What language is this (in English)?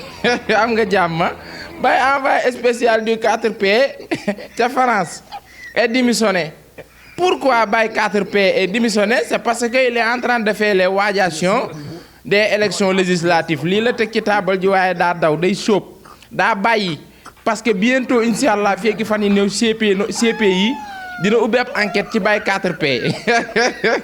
Wolof